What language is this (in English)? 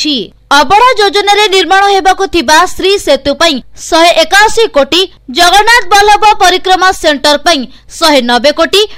Odia